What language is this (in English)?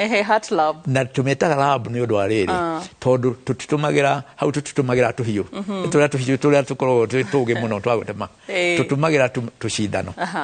Kikuyu